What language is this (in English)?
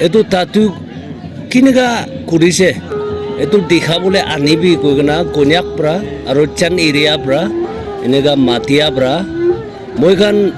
Naga Pidgin